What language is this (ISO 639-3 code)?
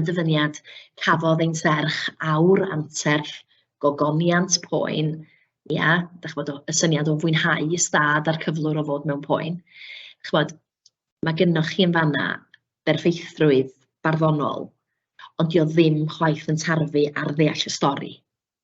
cym